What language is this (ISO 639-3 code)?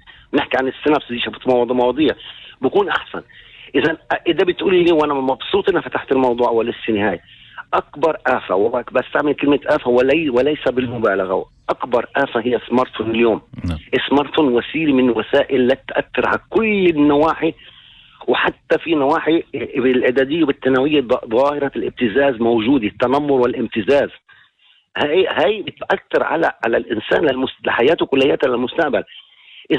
apc